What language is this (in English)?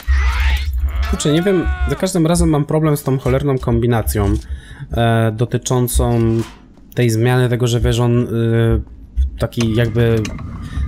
Polish